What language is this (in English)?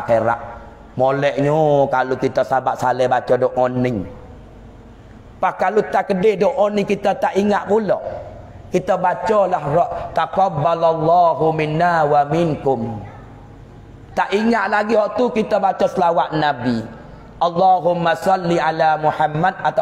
Malay